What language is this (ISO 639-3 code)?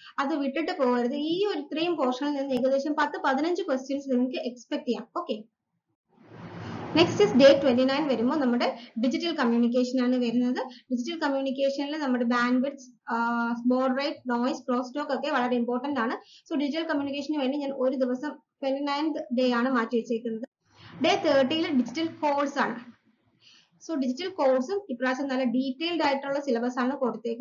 mal